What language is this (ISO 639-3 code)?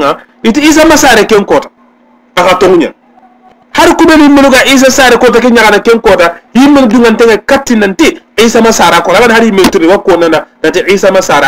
snk